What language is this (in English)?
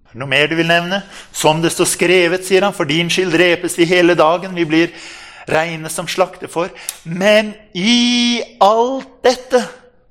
Norwegian